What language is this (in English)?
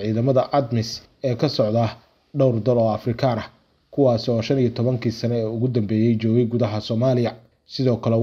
Somali